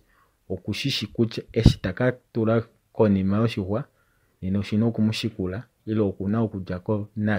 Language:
Kuanyama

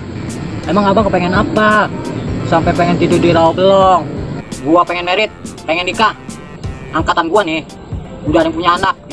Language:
Betawi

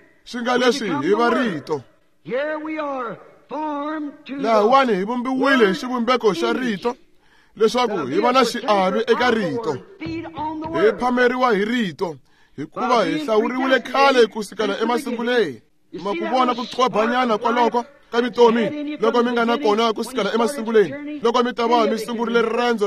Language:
Tsonga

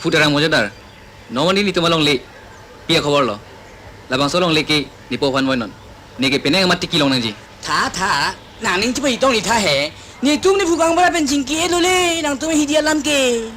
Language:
Karbi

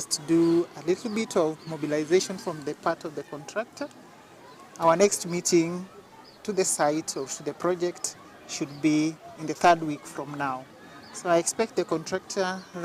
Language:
Gusii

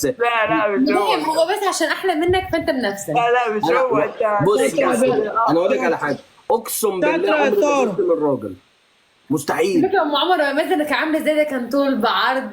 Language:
Egyptian Arabic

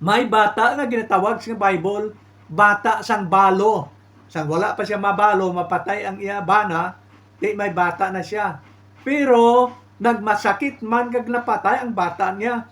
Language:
Hiligaynon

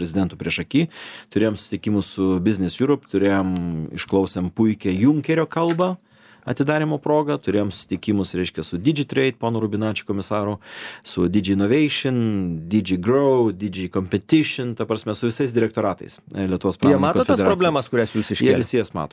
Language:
Lithuanian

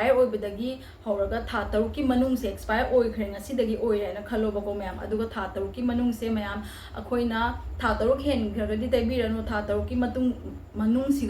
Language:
Manipuri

